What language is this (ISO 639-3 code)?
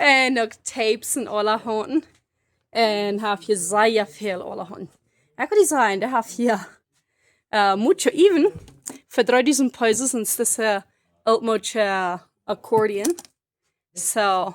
pdt